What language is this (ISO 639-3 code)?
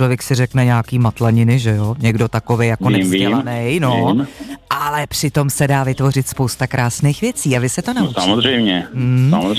ces